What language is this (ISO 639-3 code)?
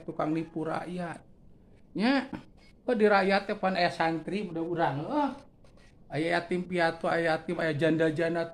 sun